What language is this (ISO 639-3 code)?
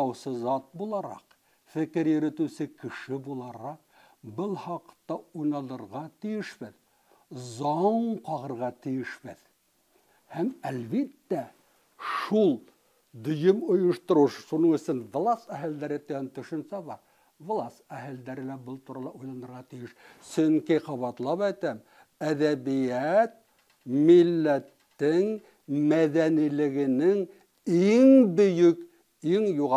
bak